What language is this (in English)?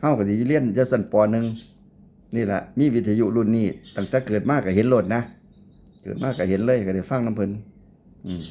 Northeastern Thai